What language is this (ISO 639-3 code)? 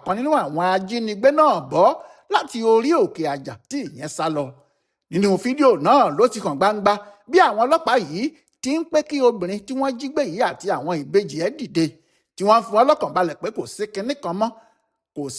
yor